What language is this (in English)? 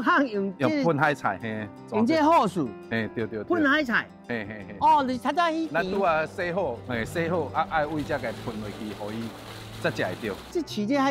Min Nan Chinese